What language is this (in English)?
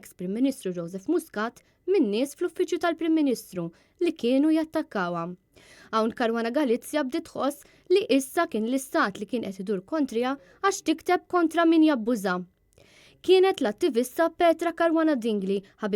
Maltese